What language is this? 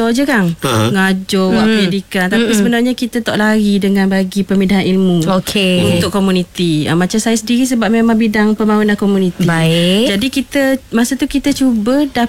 Malay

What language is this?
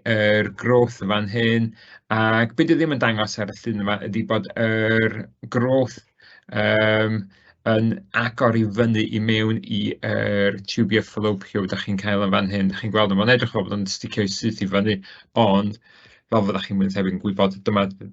Welsh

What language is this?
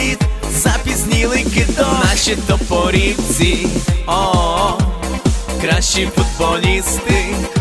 Ukrainian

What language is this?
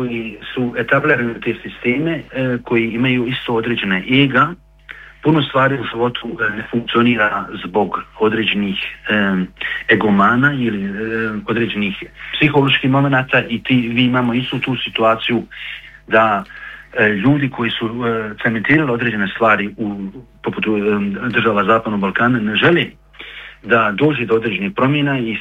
Bosnian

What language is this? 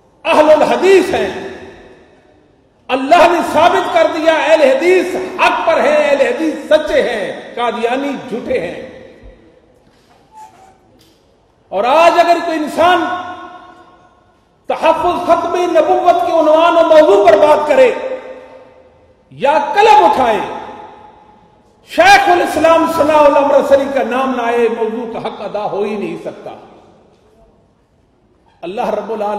Urdu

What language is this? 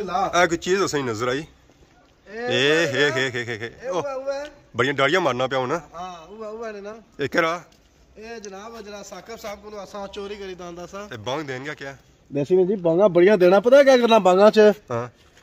Pahari-Potwari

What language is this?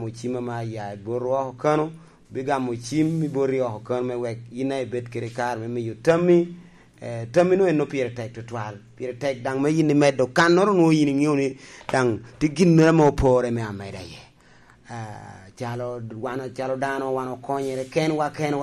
Lango (Uganda)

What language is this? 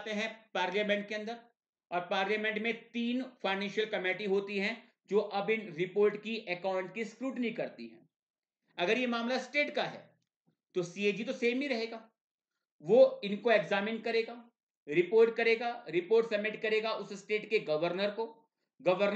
Hindi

